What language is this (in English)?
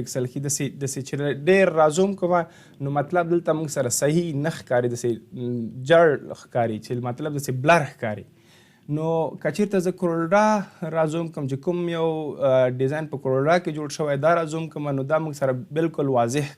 Pashto